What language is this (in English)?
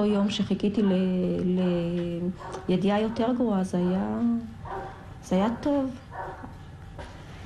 Hebrew